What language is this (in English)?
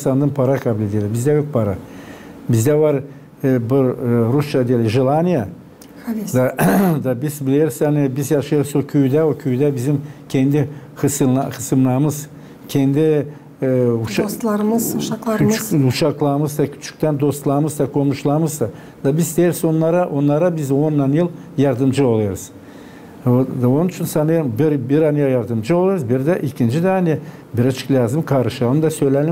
Gagauz